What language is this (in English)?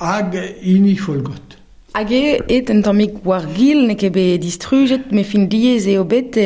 Breton